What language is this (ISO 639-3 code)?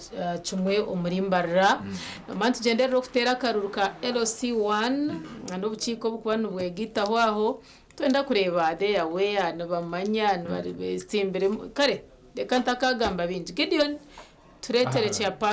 nyn